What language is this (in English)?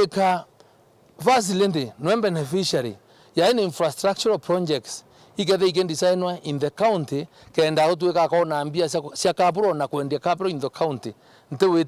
Meru